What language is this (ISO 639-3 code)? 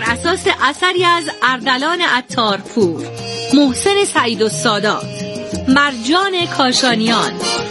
fas